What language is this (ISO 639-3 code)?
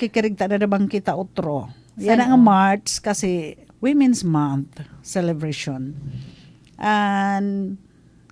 war